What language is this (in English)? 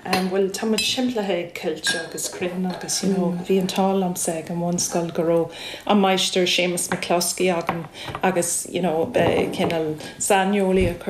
Irish